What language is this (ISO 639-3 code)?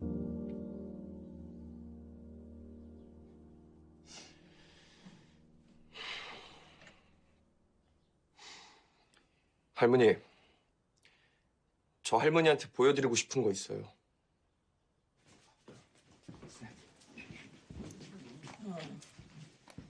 kor